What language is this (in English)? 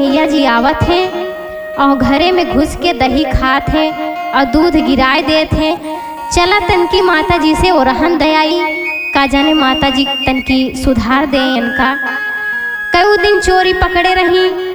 Awadhi